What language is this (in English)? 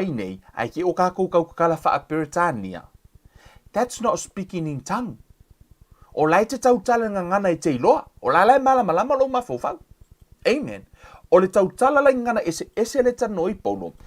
Samoan